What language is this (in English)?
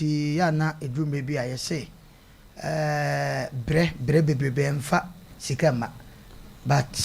Akan